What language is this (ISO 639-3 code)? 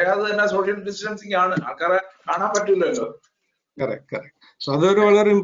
mal